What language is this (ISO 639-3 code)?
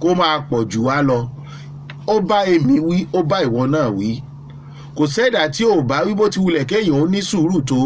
yor